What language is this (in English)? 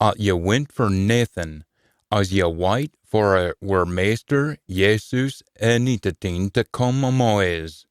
Scots